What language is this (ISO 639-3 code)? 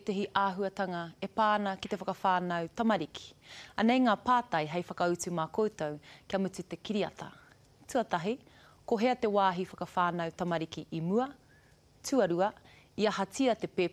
mri